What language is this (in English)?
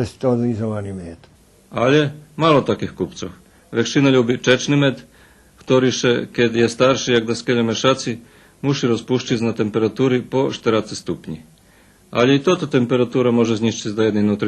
Rusyn